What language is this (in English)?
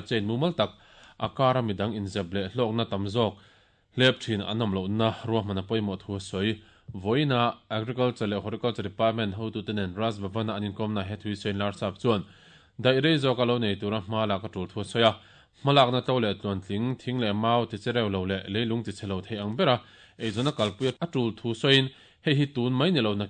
Mizo